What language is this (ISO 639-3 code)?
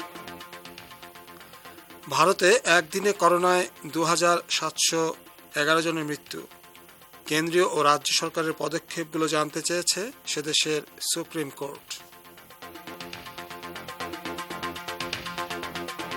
ben